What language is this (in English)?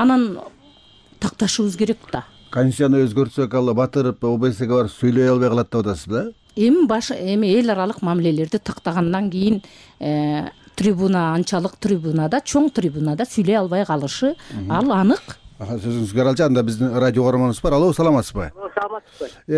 Kyrgyz